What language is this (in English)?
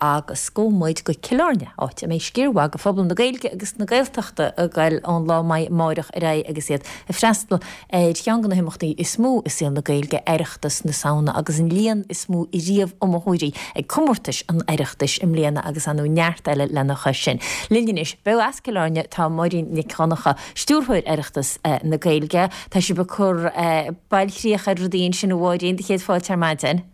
Irish